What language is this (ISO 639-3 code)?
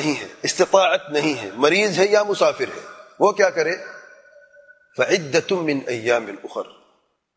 urd